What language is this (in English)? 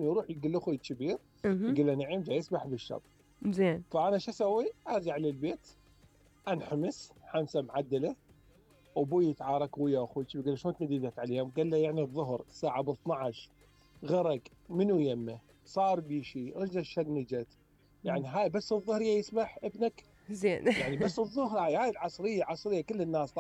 Mesopotamian Arabic